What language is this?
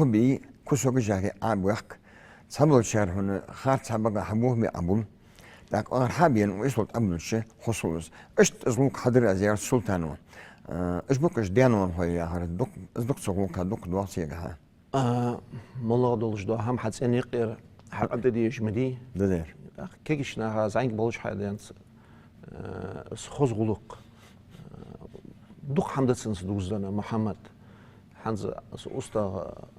Ingush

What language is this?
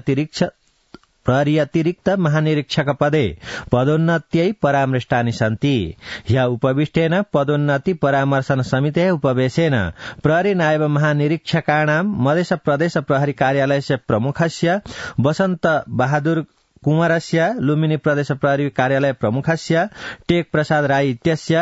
Sanskrit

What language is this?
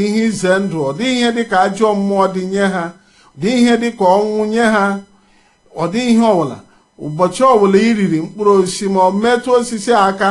Igbo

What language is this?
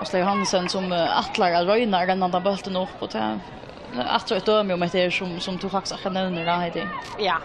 Faroese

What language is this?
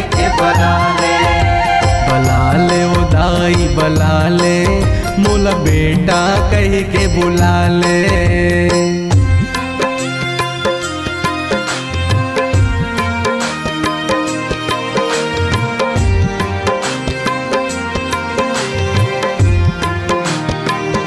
Chhattisgarhi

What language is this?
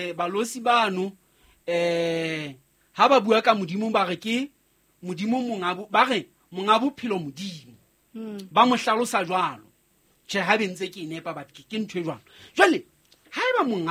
Southern Sotho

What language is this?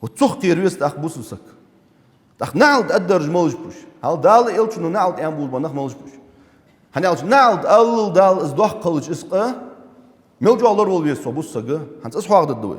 Ingush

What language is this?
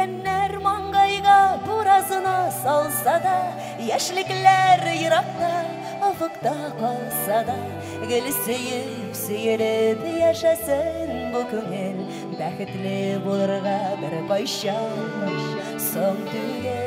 Bashkir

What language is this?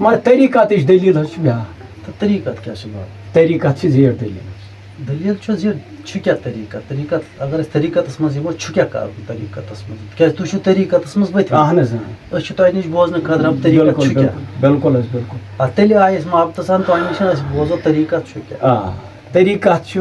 Kashmiri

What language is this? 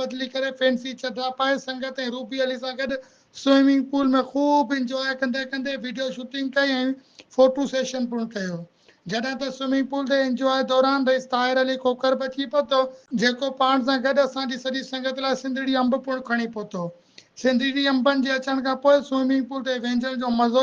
Sindhi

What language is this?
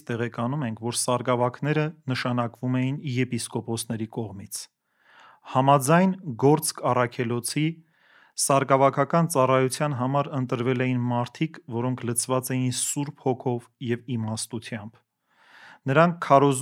Armenian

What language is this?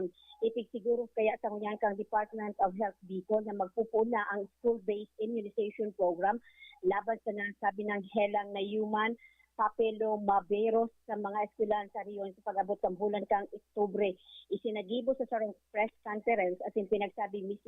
Bikol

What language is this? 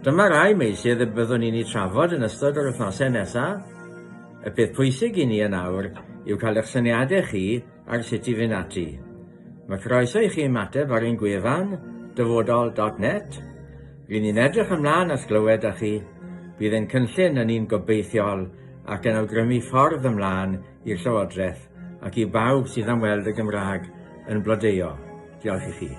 Welsh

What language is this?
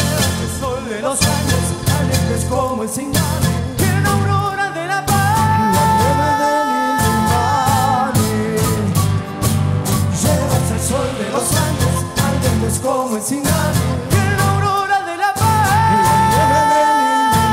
Spanish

